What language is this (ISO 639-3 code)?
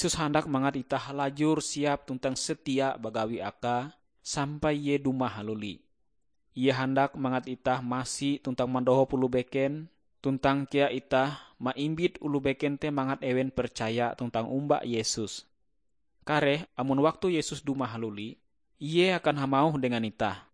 nij